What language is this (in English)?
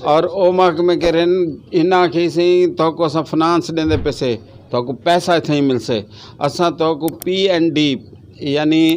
Saraiki